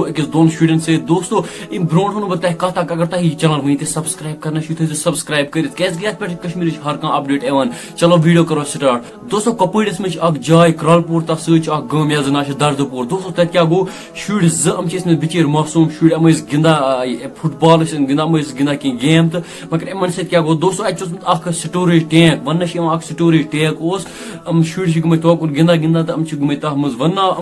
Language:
Kashmiri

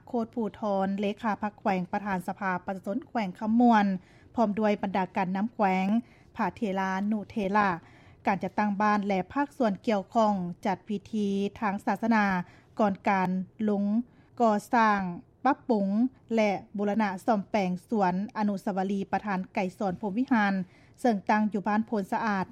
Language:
Lao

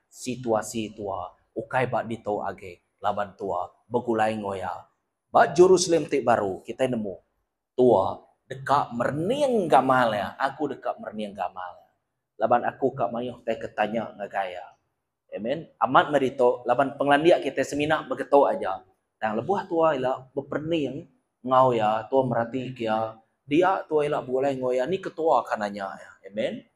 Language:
Iban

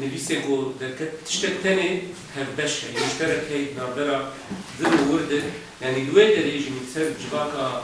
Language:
Kurdish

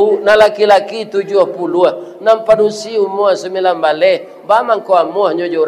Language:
Minangkabau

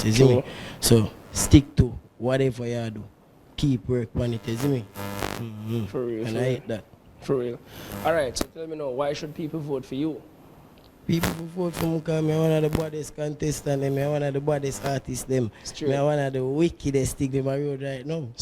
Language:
Jamaican Creole English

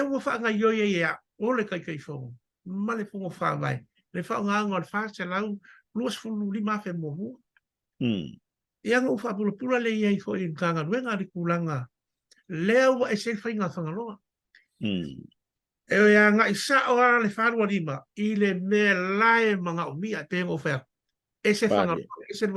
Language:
Samoan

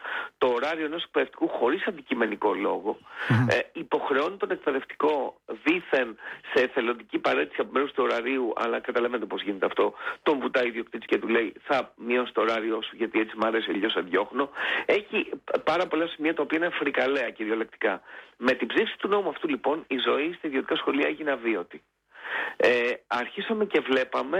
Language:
Greek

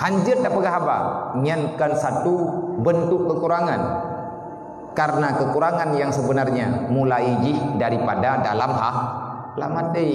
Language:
Achinese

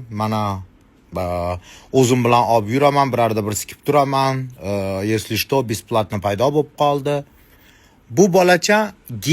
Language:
Uzbek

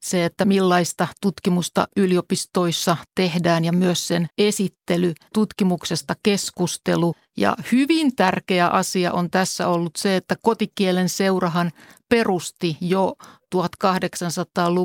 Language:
Finnish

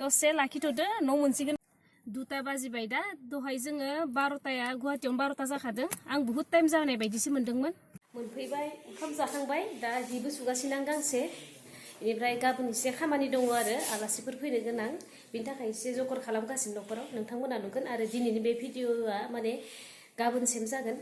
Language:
Bodo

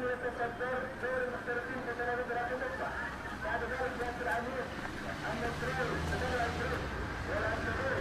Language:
Algerian Arabic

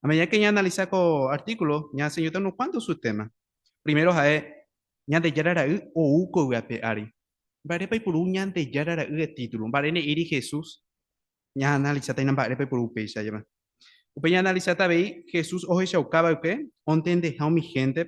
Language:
Guarani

